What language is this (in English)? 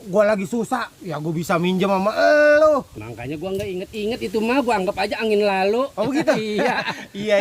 Betawi